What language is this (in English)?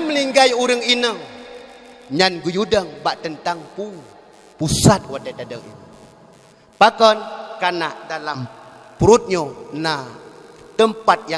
Achinese